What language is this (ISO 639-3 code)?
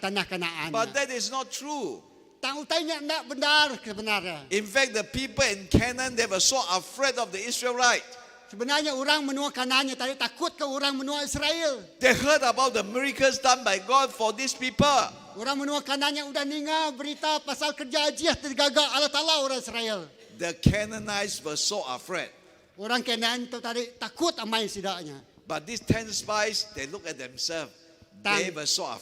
iba